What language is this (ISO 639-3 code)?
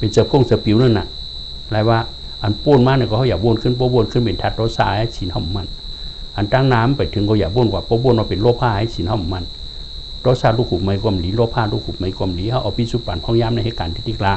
shn